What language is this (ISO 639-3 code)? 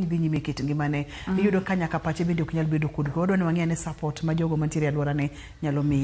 luo